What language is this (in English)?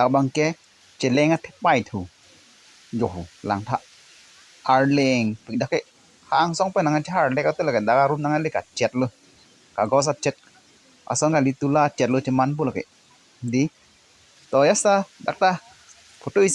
Karbi